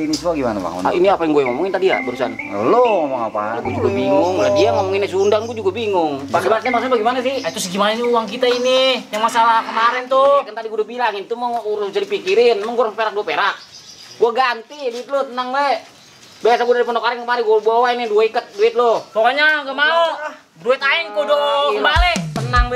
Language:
Betawi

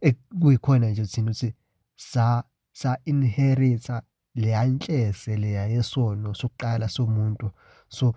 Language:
Zulu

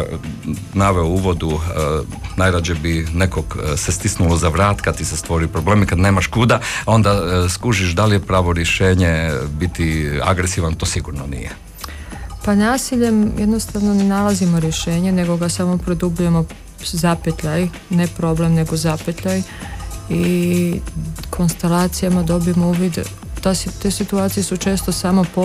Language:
Croatian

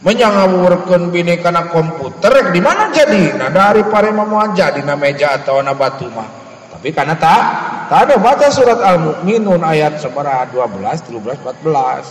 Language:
Sundanese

